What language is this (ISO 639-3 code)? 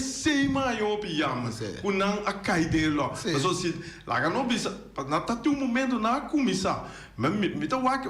pap